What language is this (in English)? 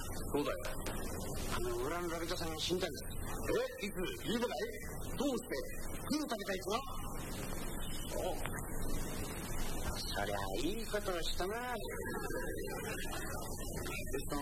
Japanese